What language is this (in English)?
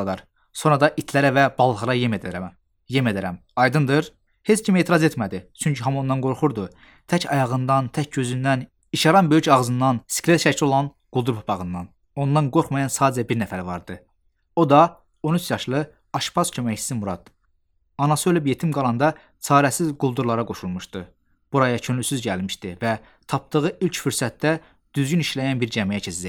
Azerbaijani